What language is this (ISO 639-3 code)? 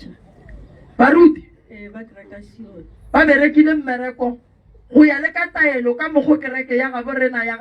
nso